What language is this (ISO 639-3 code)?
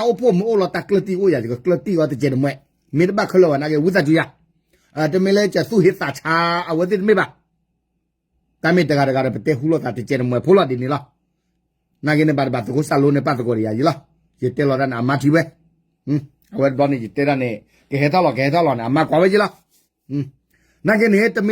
ksw